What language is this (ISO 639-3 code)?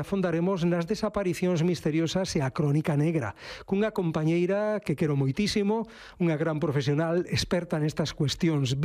glg